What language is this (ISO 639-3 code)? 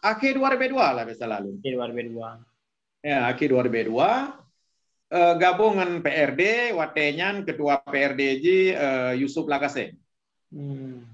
ace